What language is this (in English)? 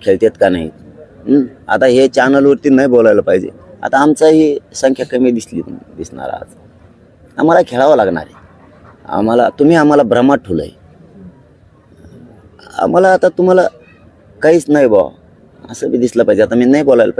Marathi